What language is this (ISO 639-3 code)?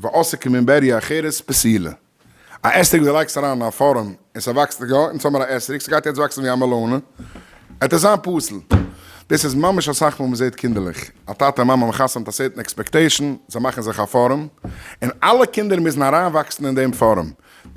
yid